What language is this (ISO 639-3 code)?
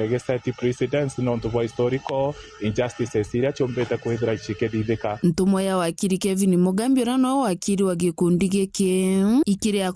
mer